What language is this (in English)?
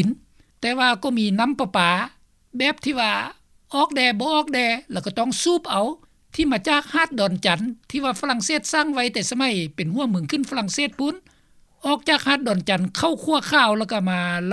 Lao